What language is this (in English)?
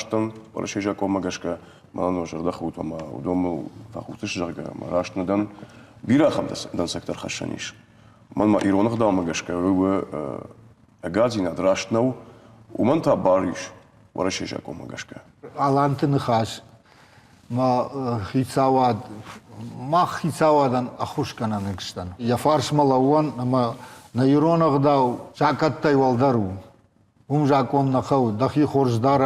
Ossetic